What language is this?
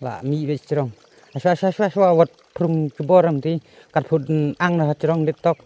Khasi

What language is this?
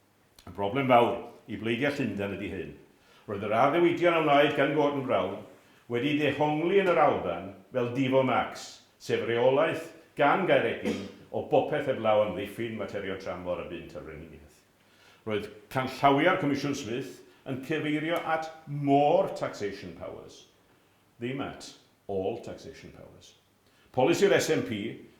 Welsh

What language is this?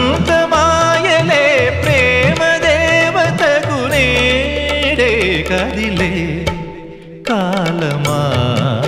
Telugu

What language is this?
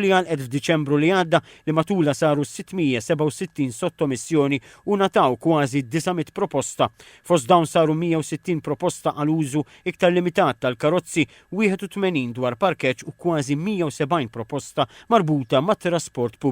Maltese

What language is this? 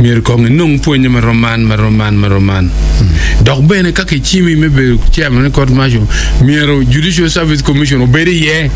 Acoli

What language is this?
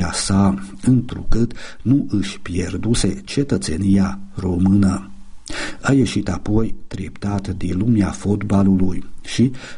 Romanian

